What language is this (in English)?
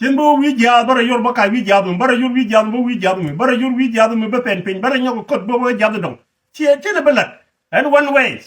Nuer